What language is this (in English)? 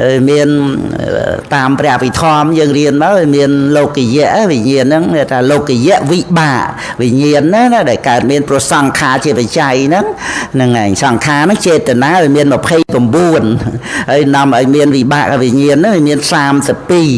Khmer